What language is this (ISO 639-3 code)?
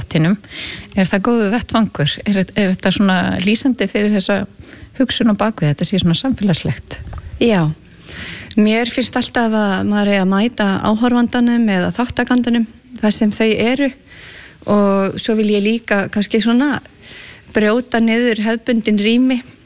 isl